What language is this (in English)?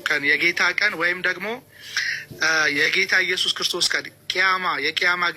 Amharic